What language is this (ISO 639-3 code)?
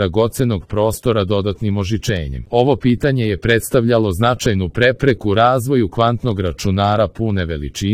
srp